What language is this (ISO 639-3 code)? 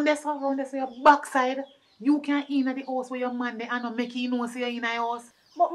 jam